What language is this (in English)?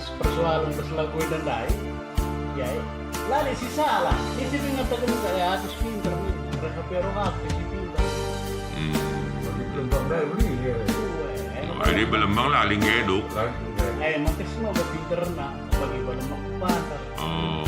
Batak Karo